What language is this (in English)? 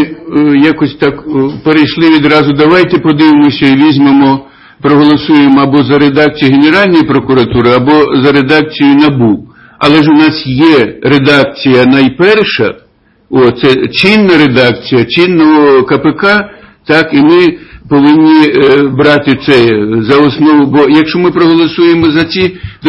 Ukrainian